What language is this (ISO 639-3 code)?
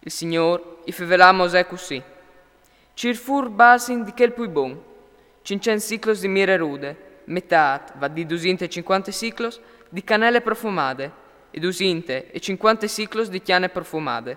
fur